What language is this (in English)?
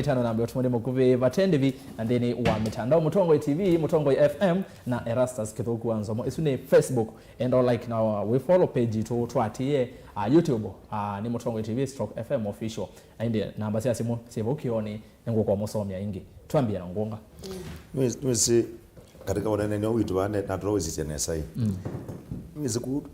Kamba